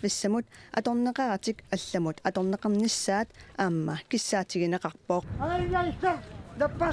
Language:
Kalaallisut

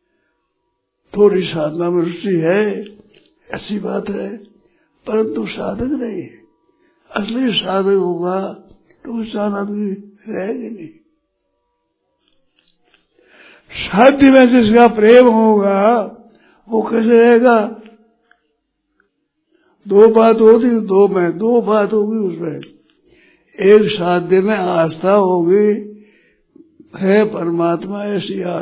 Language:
Hindi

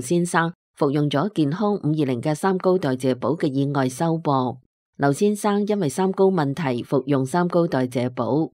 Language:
Cantonese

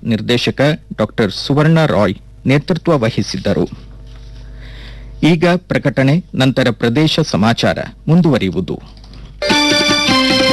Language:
Kannada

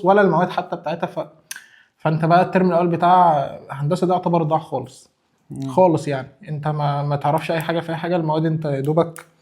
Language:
Egyptian Arabic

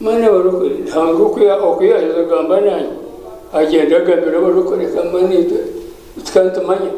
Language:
Nyankole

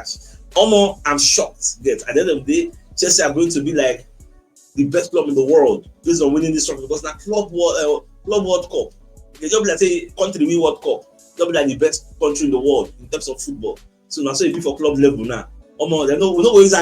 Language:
Nigerian Pidgin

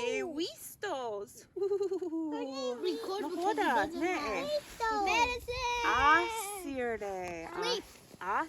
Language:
Mohawk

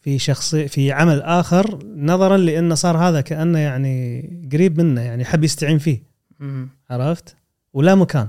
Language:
Gulf Arabic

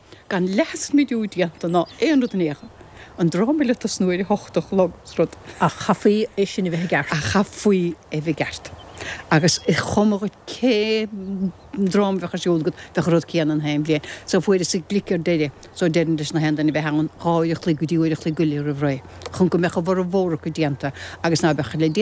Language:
Irish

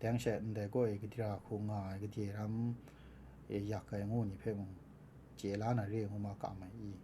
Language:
Kachin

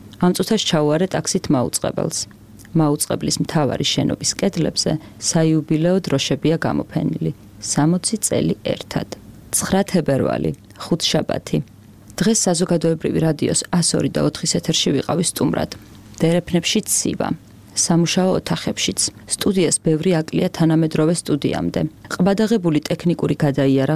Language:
Georgian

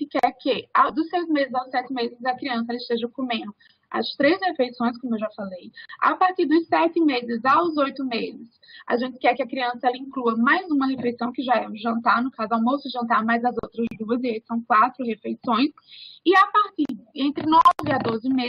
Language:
Portuguese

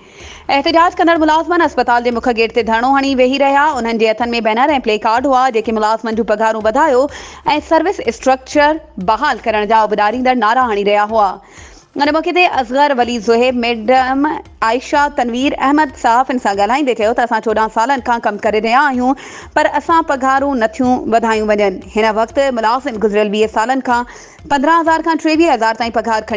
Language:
Sindhi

